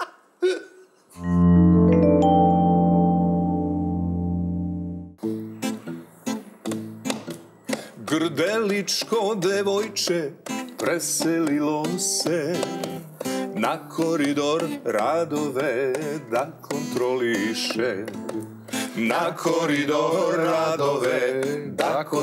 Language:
Serbian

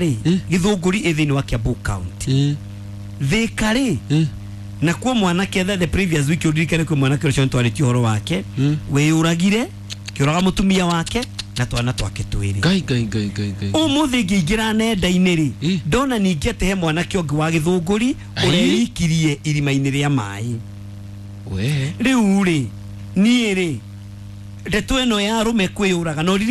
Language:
Kikuyu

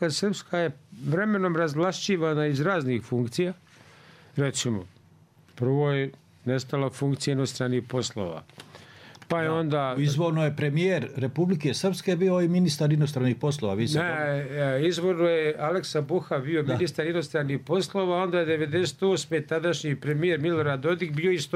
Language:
Bosnian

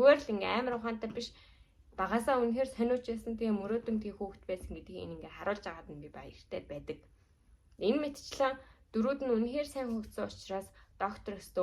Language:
Mongolian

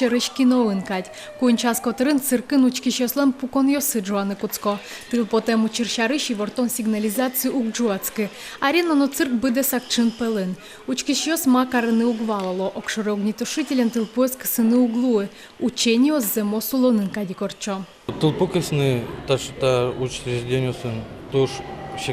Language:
Udmurt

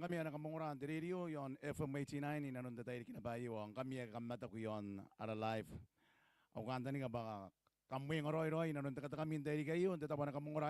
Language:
Gilbertese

